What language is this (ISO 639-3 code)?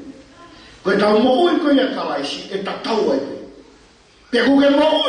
ton